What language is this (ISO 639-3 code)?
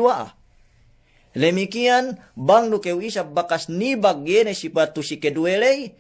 yka